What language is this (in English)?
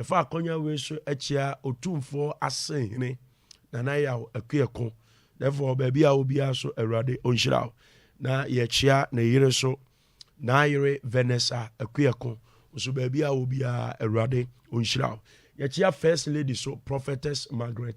Akan